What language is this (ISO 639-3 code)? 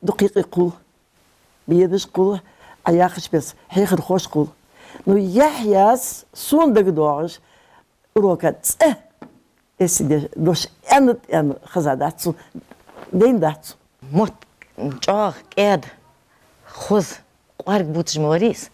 inh